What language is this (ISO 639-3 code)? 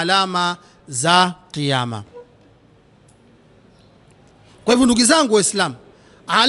swa